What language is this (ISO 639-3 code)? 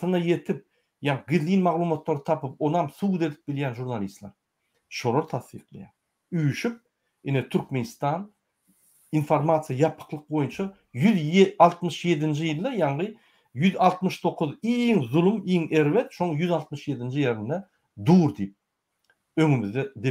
tuk